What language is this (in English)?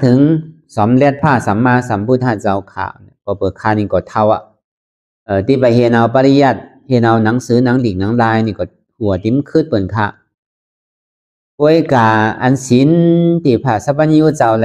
Shan